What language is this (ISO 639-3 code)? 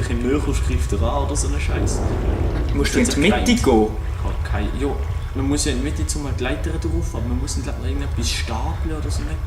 gsw